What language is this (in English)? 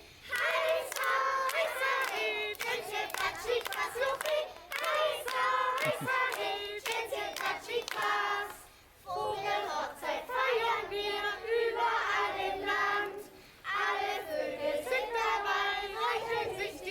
Upper Sorbian